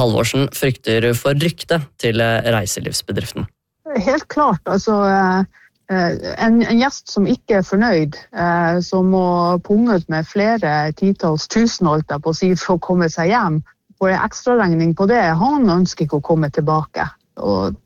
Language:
Norwegian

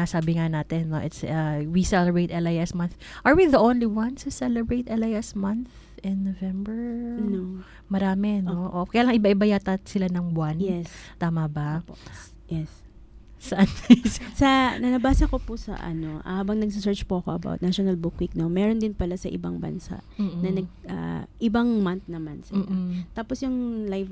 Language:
Filipino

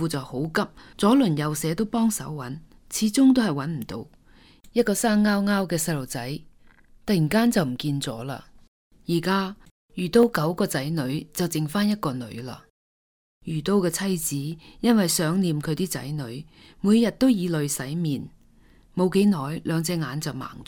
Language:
Cantonese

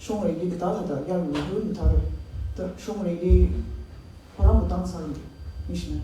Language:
Tangkhul Naga (India)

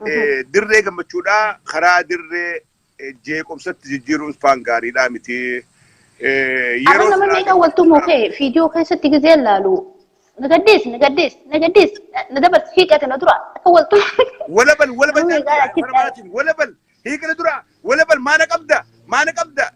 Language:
Oromo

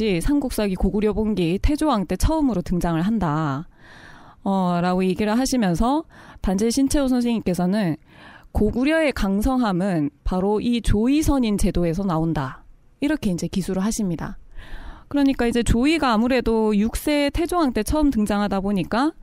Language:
Korean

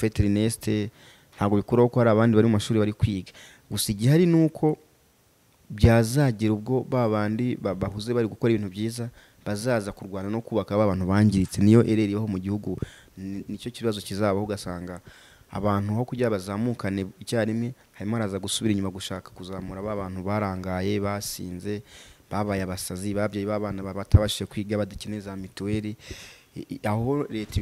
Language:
Kinyarwanda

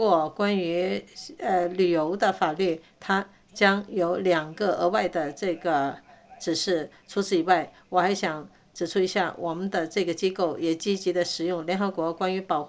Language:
Chinese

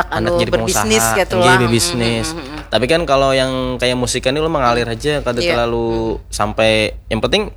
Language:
Banjar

